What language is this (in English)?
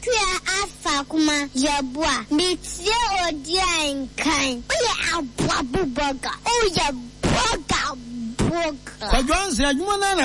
Akan